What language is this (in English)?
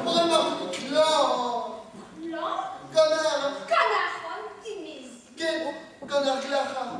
Breton